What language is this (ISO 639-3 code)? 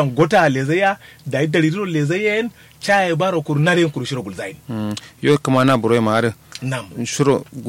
kau